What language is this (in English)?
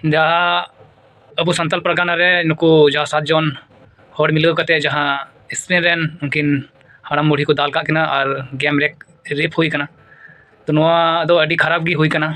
Santali